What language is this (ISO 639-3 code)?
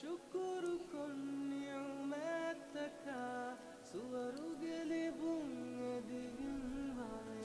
div